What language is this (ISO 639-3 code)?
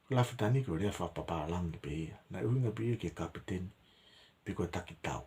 ton